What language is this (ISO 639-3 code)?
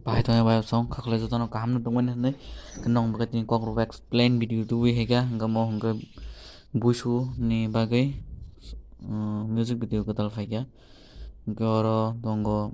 trp